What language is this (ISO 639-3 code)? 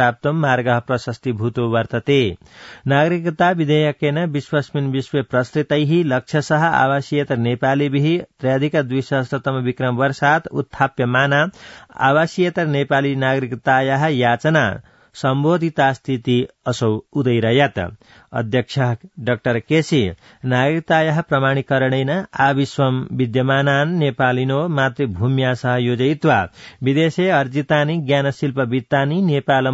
san